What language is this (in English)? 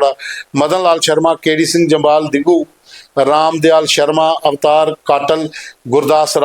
Dogri